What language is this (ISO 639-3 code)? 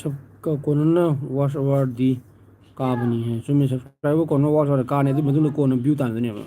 mni